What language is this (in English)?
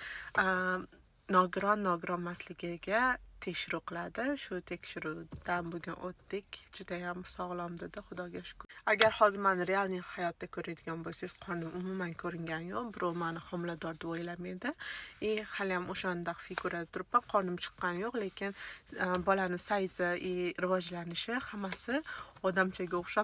Uzbek